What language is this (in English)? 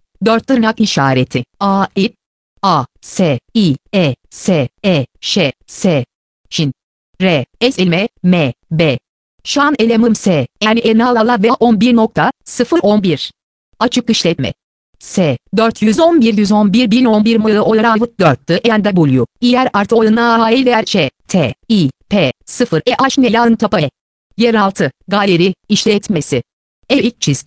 Turkish